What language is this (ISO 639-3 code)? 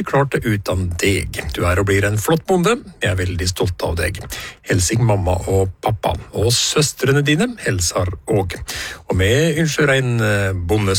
nor